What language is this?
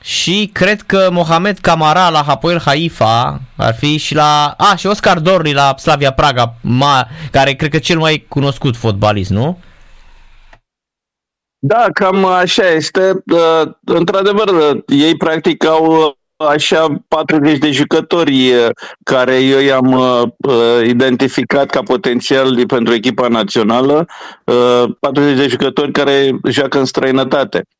Romanian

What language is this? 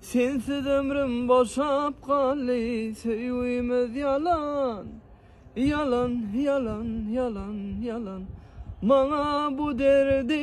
Turkmen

